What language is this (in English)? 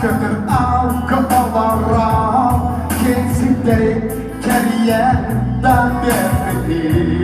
Yakut